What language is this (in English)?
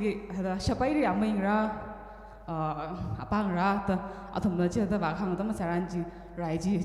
Tangkhul Naga (India)